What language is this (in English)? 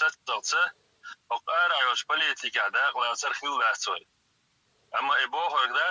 Chechen